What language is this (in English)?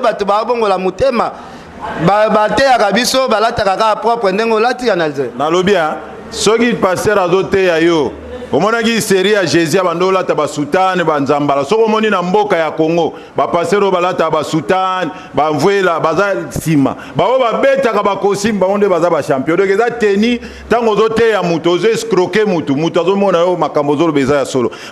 Lingala